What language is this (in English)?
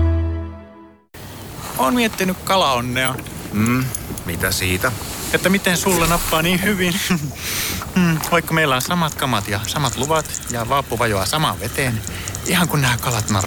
Finnish